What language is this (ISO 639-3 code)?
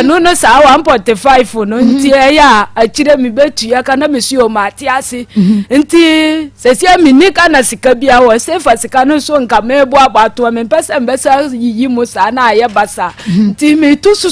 aka